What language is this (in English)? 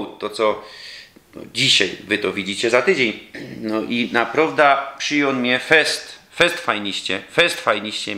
Silesian